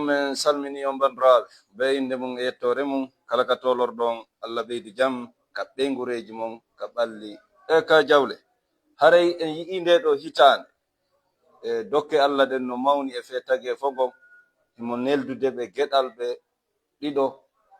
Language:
Fula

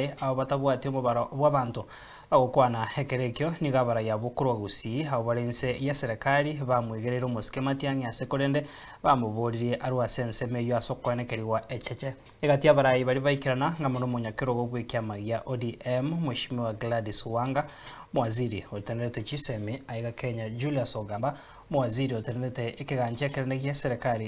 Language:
Gusii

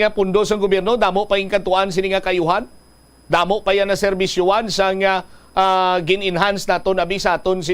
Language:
Hiligaynon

